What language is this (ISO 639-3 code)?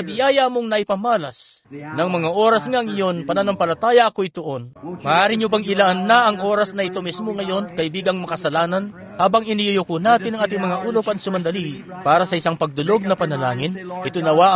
fil